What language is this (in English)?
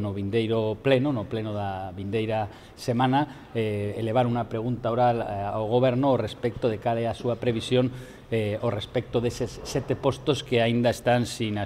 Galician